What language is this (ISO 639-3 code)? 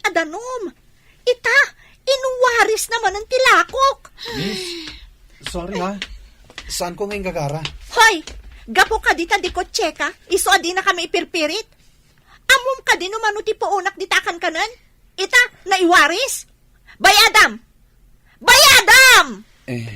ilo